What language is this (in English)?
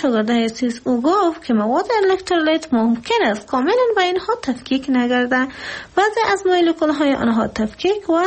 Persian